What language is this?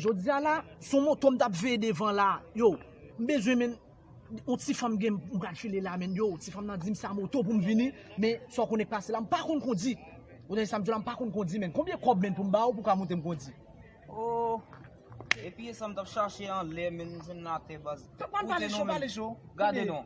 Haitian Creole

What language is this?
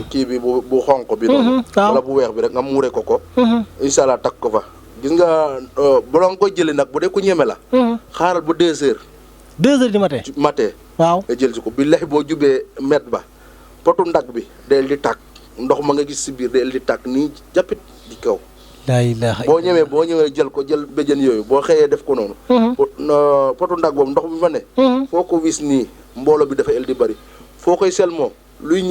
Wolof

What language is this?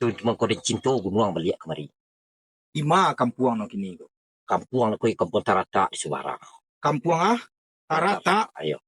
Minangkabau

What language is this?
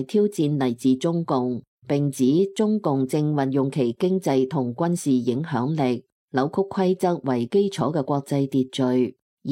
Cantonese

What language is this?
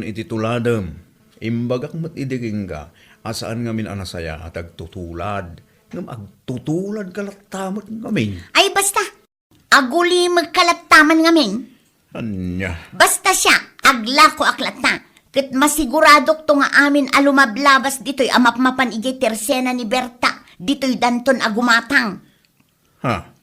Iloko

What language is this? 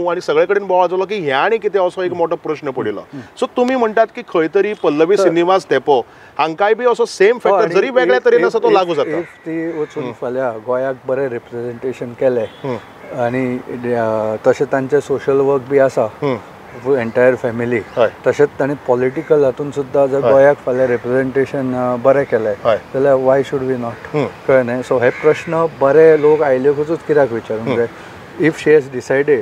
Konkani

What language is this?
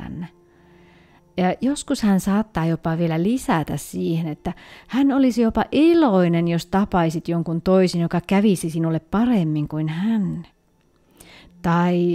Finnish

